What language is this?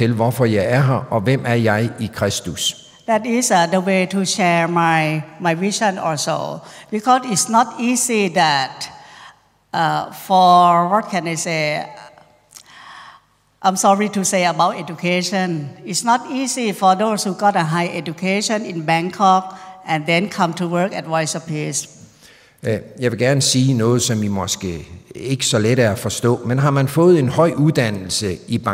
Danish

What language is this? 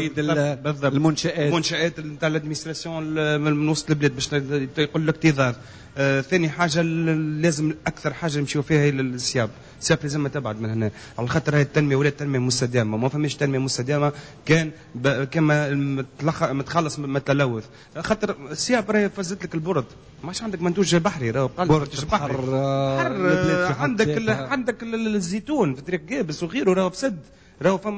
Tunisian Arabic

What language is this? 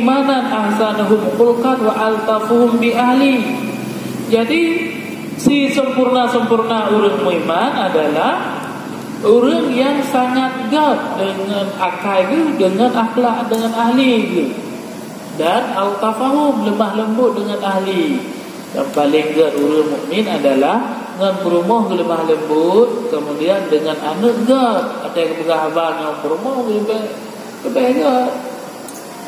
Achinese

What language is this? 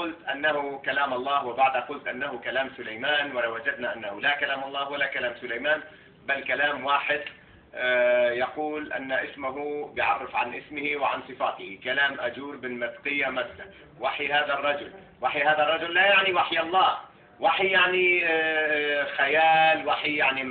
Egyptian Arabic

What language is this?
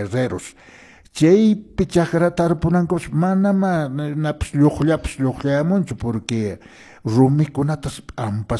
Quechua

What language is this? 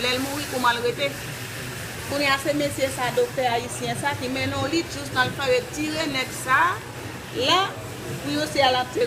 Haitian Creole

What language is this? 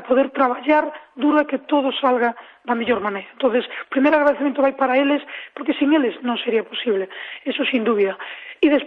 Galician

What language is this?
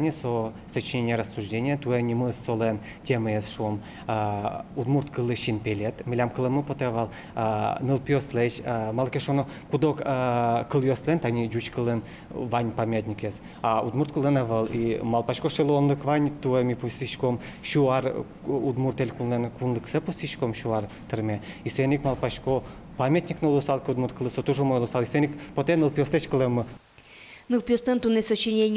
Udmurt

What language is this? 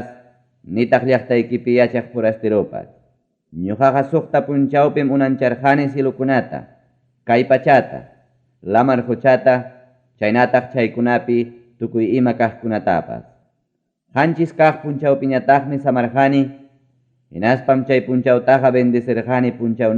Ayacucho Quechua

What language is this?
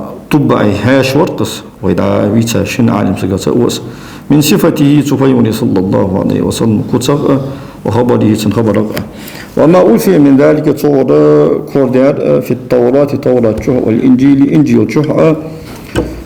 Ingush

